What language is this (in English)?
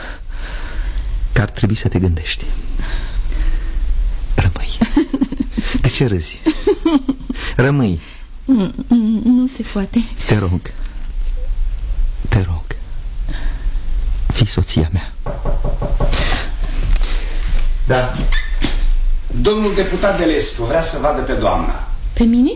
Romanian